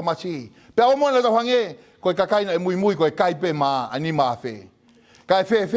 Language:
Tongan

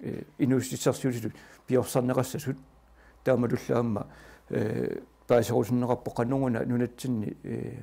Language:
Kalaallisut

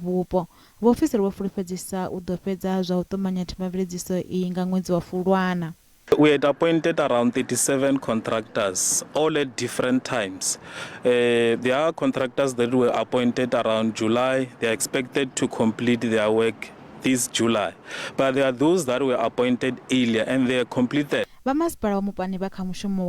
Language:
Venda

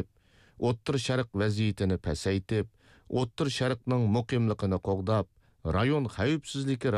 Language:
Uyghur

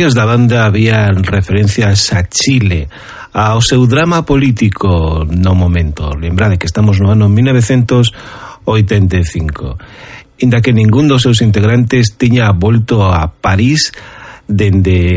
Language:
Galician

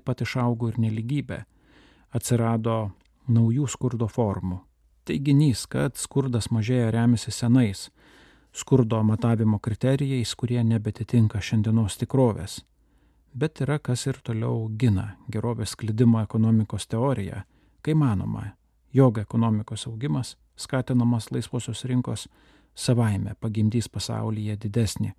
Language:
Lithuanian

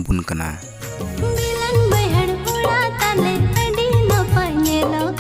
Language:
Santali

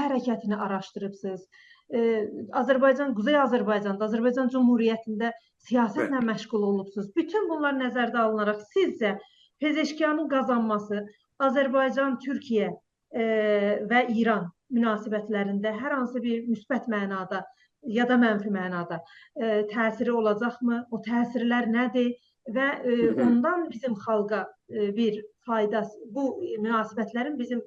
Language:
South Azerbaijani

